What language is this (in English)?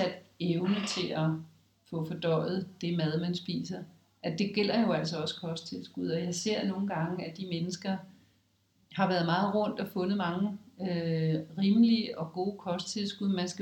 Danish